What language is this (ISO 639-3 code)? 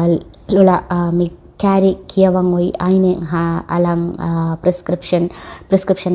div